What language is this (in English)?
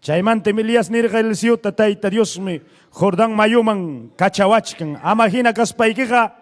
Ayacucho Quechua